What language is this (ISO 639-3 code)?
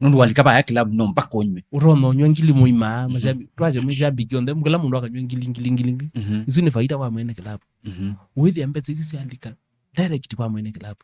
kam